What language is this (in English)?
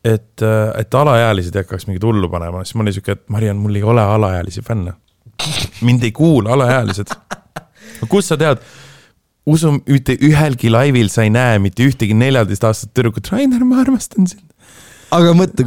Estonian